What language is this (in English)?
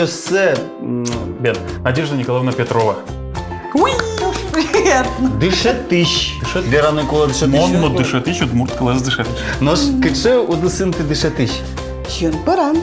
Udmurt